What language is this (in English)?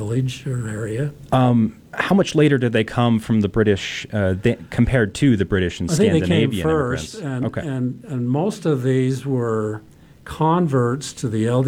English